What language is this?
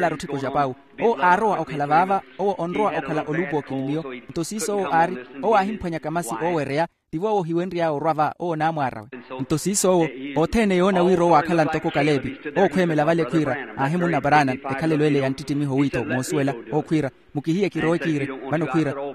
Makhuwa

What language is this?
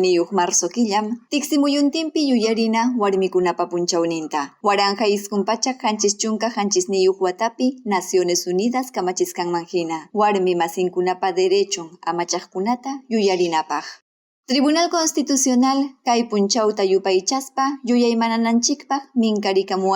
Ayacucho Quechua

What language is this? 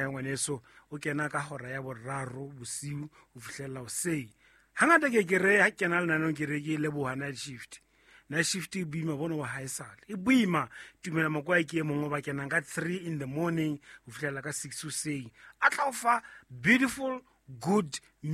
Southern Sotho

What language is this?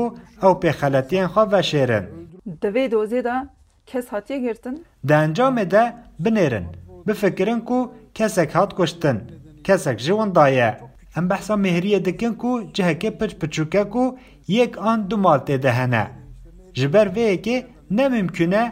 Kurdish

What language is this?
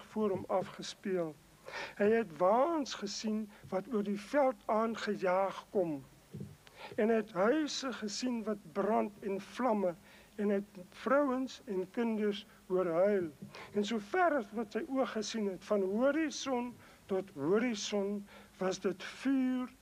Afrikaans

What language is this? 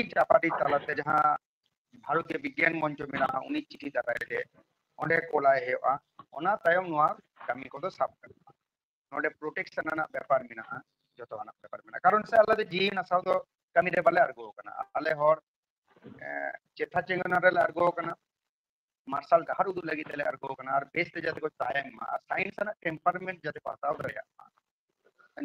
Santali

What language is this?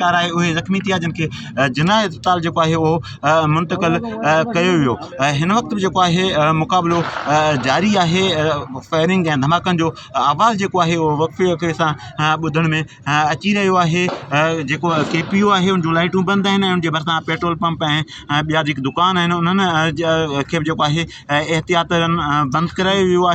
Sindhi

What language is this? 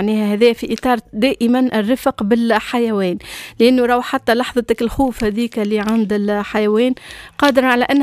Tunisian Arabic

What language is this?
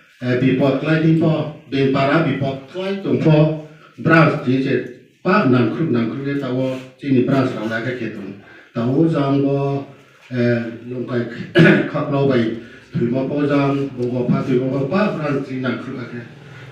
Riang (India)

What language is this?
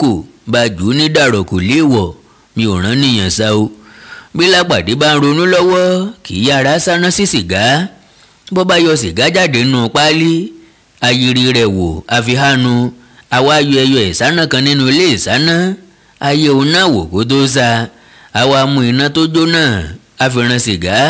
Yoruba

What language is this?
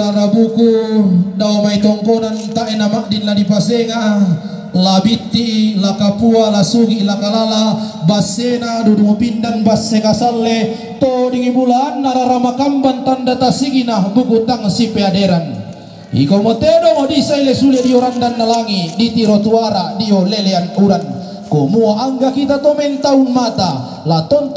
Toraja-Sa'dan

